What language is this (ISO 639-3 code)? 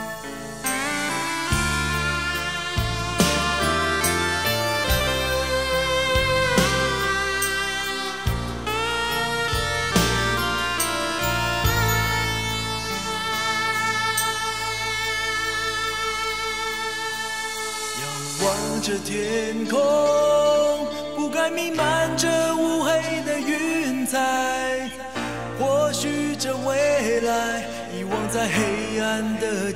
zho